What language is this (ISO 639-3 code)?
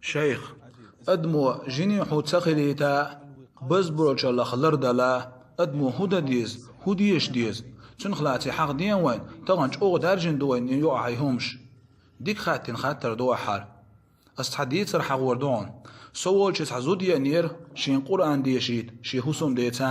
che